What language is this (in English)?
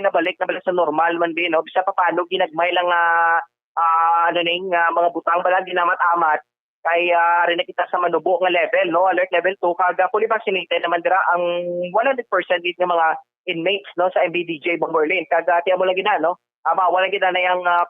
Hiligaynon